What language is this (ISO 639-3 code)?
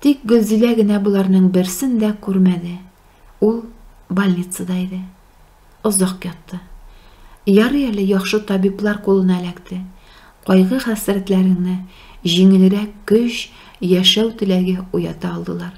tat